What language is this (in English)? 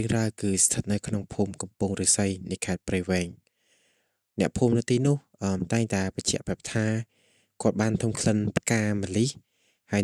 Khmer